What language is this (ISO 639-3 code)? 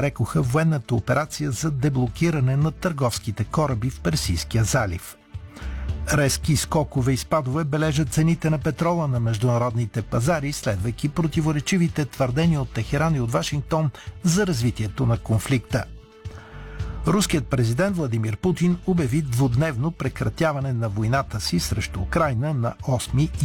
bul